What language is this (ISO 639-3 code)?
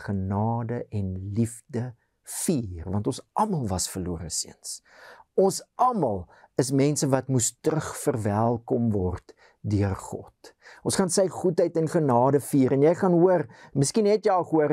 afr